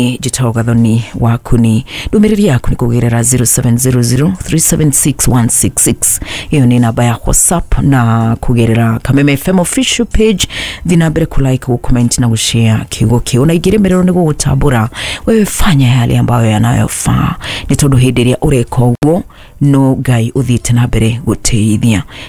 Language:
Kikuyu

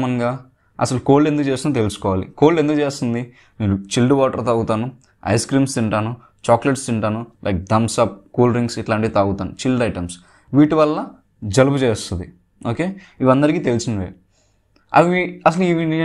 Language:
Telugu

